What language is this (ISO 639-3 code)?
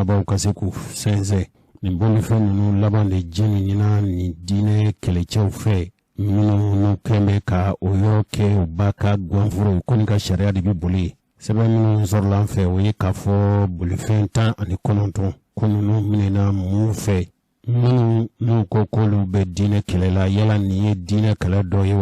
bam